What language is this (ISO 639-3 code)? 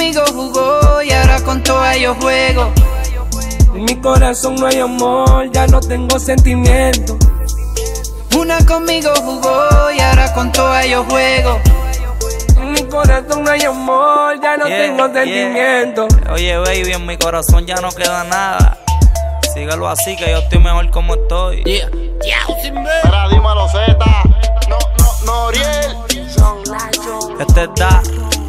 spa